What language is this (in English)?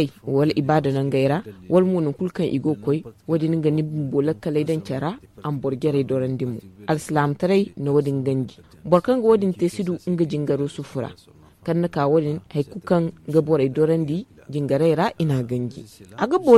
Zarma